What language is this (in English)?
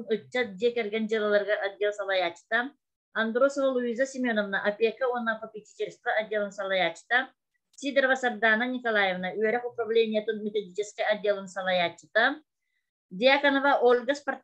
Yakut